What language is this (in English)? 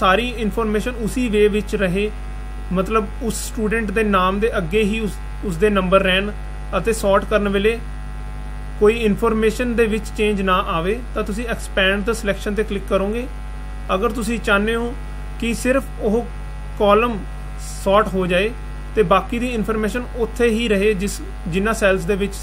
Punjabi